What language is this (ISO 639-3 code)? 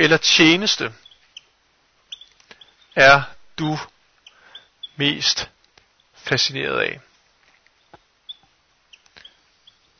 dan